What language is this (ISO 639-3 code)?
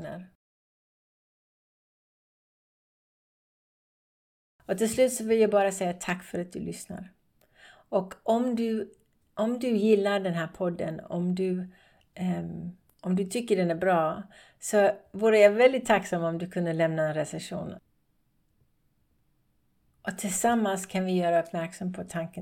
swe